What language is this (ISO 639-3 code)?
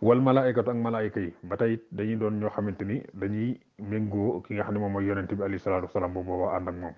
wol